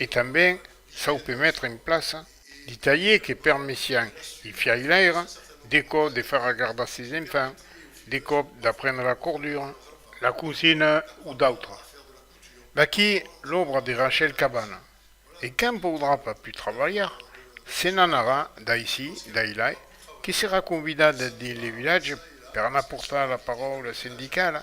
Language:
Occitan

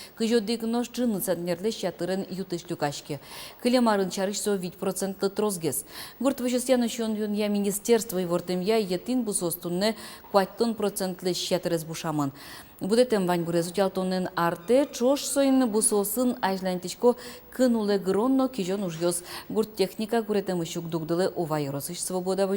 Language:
Udmurt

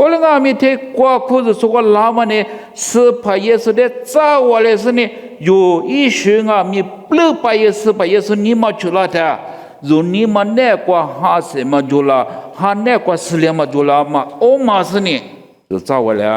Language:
Lisu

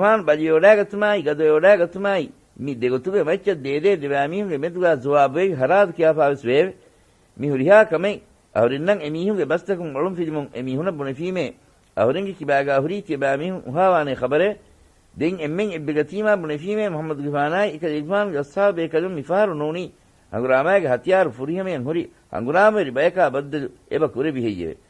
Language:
Divehi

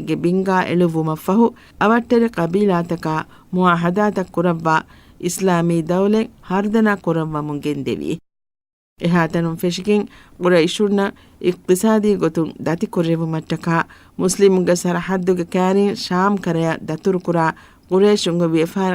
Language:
Divehi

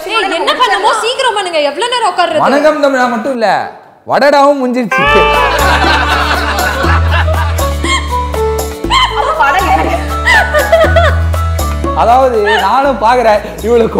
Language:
Tamil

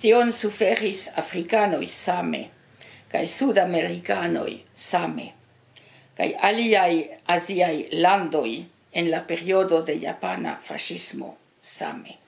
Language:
Esperanto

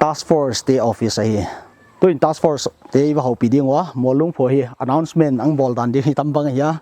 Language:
Paite Chin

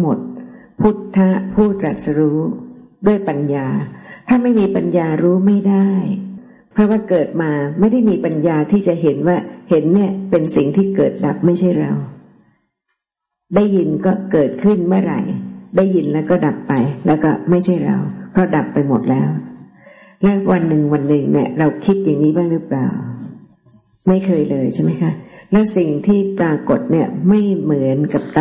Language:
Thai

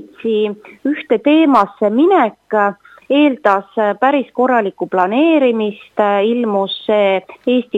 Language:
Estonian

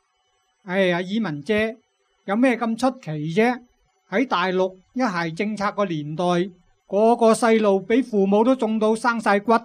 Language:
Cantonese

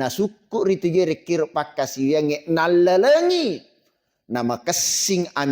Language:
Buginese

